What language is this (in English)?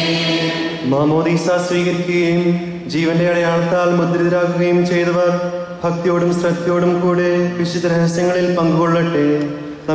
Malayalam